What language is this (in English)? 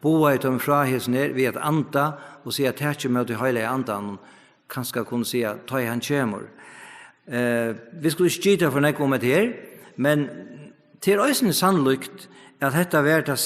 Faroese